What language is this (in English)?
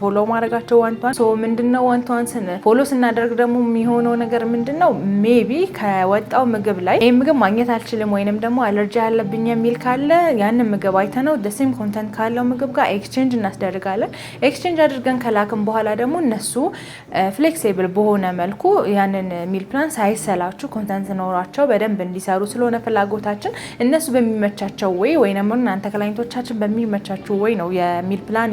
Amharic